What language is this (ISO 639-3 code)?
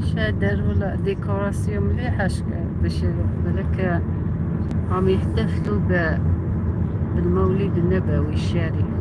arq